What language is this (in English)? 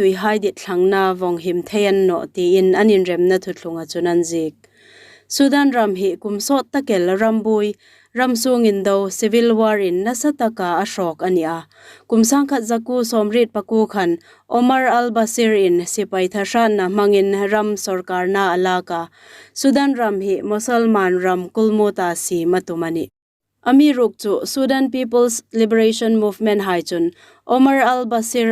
Hmar